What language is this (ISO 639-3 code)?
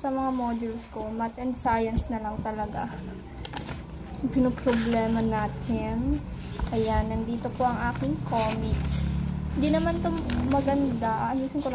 fil